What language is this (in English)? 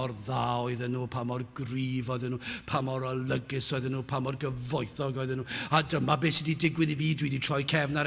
Welsh